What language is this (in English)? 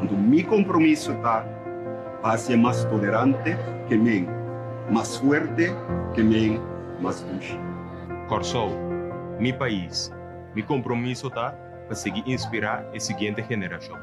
Papiamento